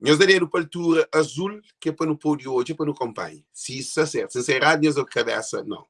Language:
Kabuverdianu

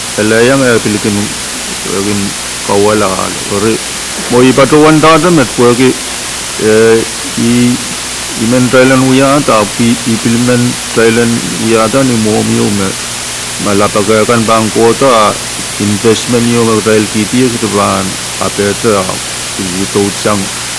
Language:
Pohnpeian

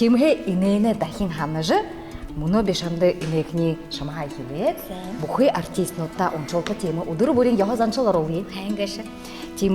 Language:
Buriat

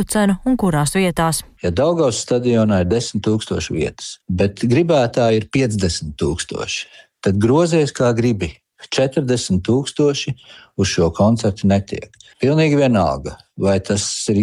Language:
Latvian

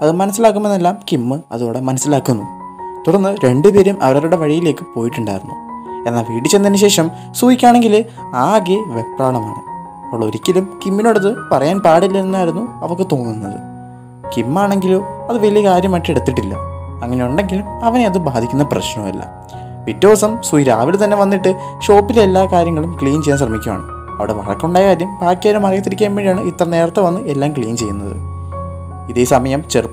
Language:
Malayalam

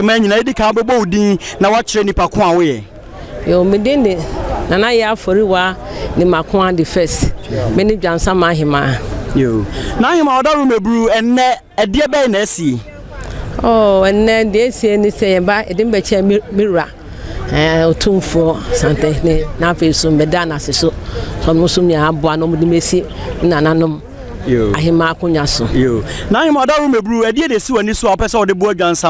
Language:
Akan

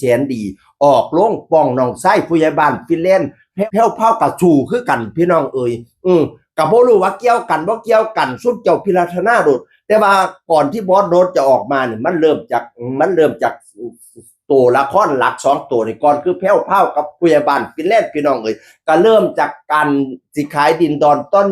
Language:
Northeastern Thai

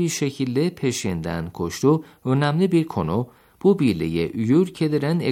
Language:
Turkish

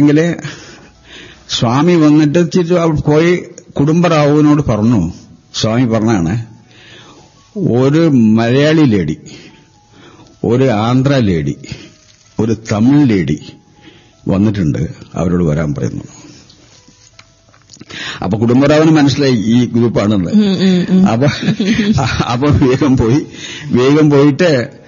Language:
Malayalam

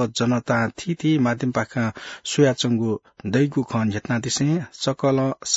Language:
Newari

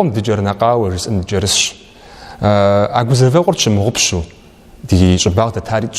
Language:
Kabardian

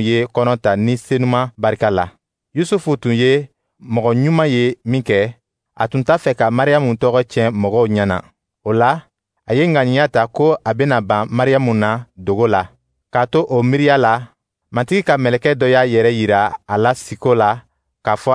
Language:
Dyula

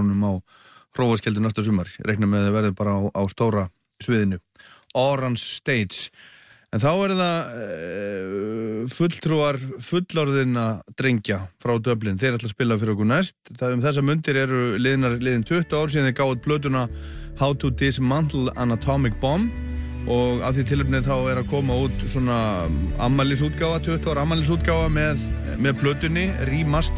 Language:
Icelandic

